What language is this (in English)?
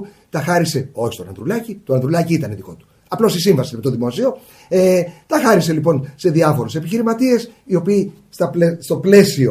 Greek